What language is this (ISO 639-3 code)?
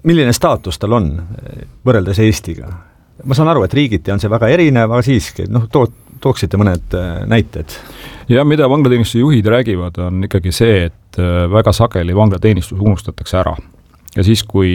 est